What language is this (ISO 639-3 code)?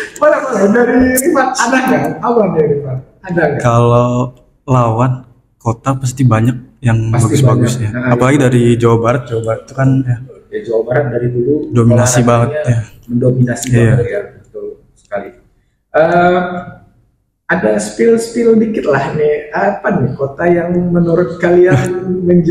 ind